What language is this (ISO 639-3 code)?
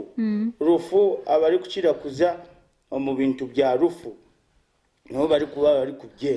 nyn